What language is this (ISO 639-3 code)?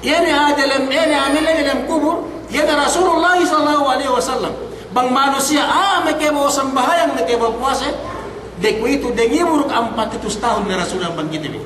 yka